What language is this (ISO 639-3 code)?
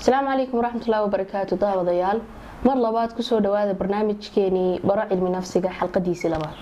som